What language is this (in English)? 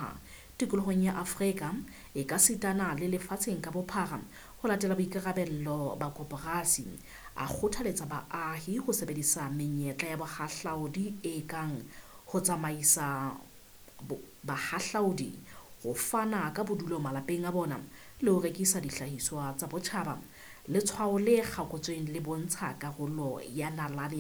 Southern Sotho